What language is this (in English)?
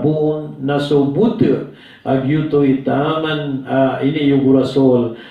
Maranao